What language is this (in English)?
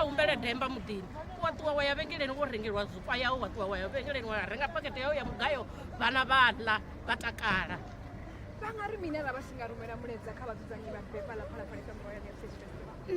Venda